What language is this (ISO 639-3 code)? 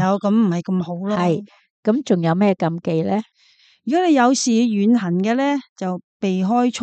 yue